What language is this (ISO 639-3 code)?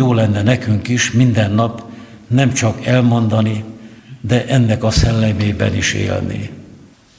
hun